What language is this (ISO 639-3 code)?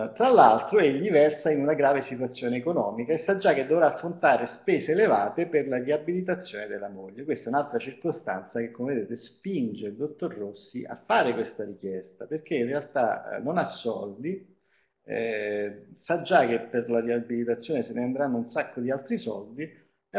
ita